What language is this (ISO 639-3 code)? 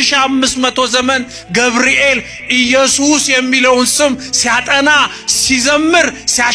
amh